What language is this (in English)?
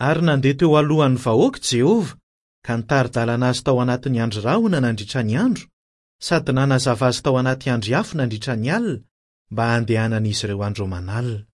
Malagasy